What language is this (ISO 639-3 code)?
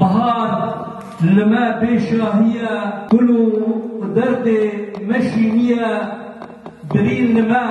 kur